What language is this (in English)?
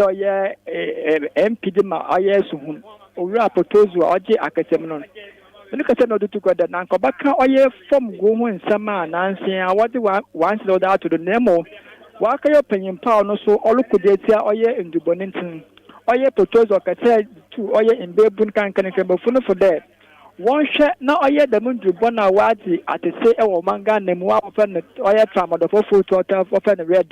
Akan